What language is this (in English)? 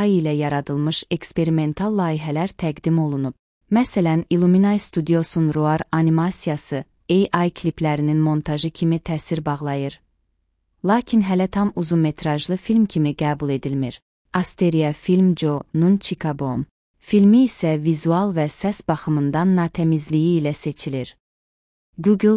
Azerbaijani